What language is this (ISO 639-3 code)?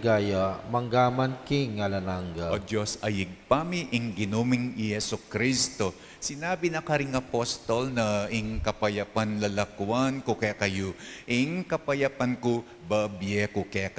pam